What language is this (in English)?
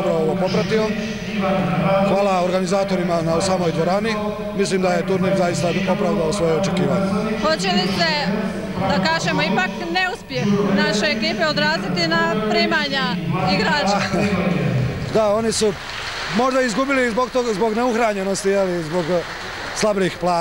Bosnian